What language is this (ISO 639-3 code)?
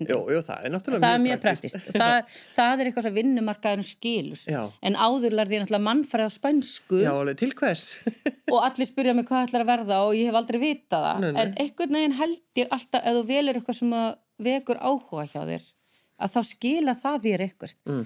isl